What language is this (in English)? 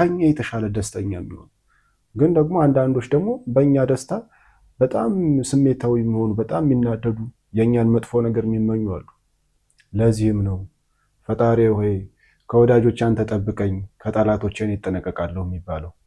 Amharic